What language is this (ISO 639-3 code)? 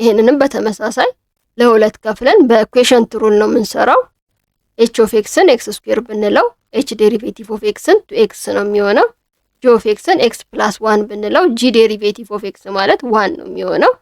amh